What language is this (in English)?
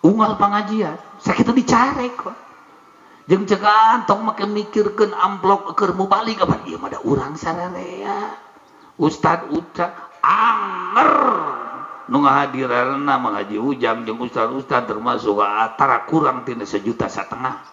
Sundanese